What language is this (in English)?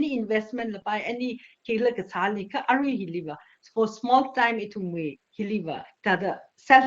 Tangkhul Naga (India)